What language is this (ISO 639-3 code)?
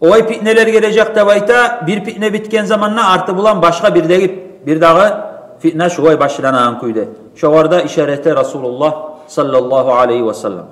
kum